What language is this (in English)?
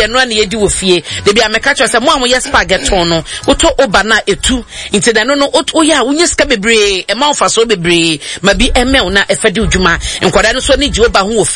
Akan